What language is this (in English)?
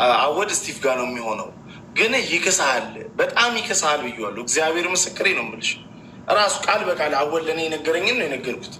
Amharic